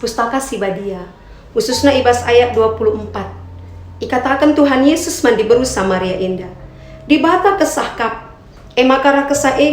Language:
Batak Karo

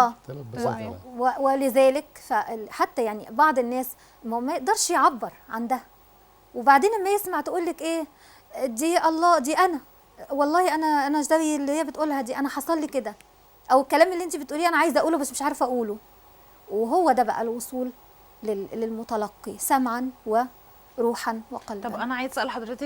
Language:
Egyptian Arabic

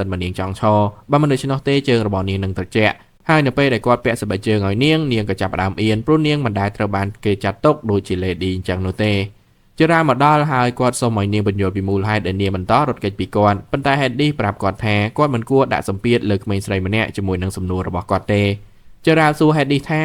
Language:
Khmer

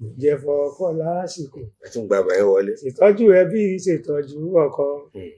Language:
Yoruba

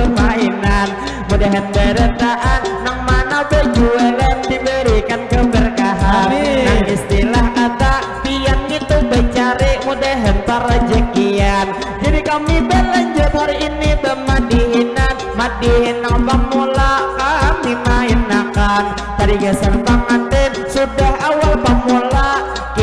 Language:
Banjar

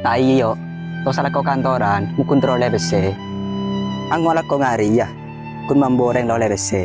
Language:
Madurese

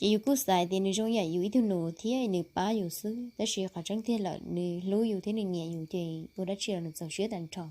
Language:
Hmong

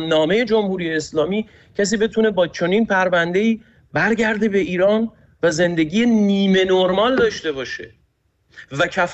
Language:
Persian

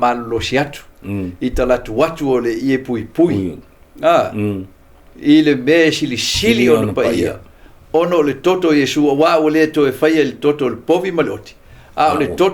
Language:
Samoan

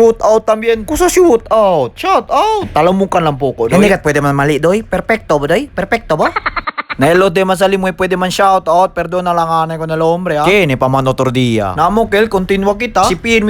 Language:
Chavacano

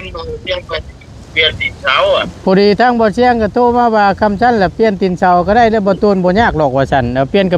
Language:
Northeastern Thai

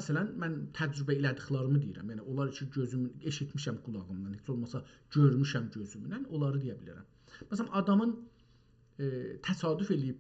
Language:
South Azerbaijani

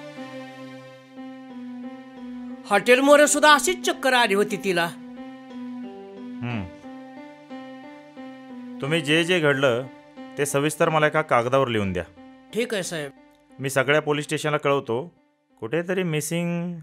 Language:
Marathi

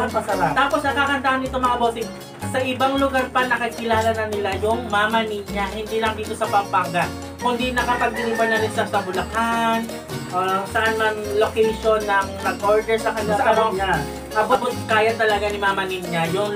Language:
Filipino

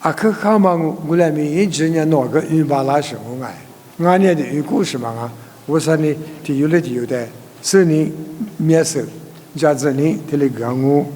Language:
Lisu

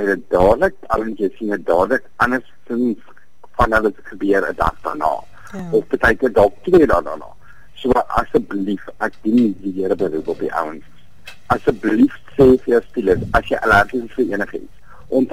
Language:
Afrikaans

